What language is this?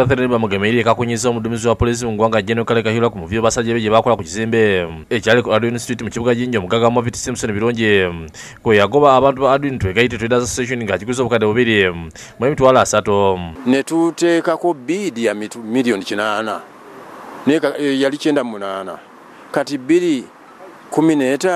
Ganda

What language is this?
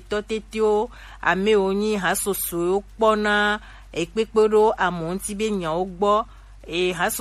Gen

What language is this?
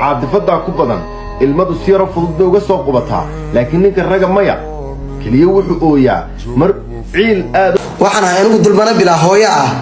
Somali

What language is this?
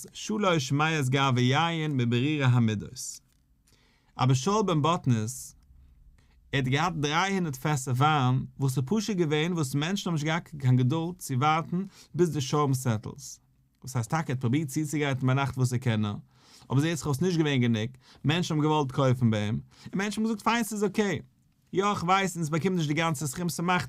Yiddish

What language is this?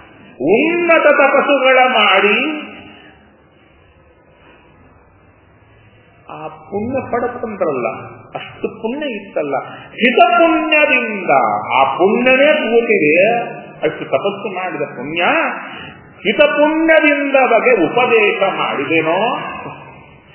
Kannada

